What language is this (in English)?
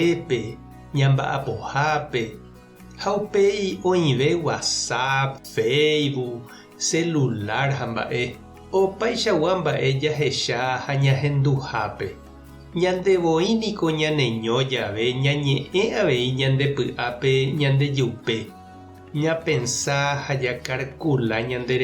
Guarani